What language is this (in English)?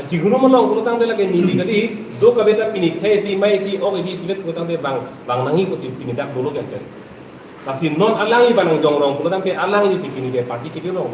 Karbi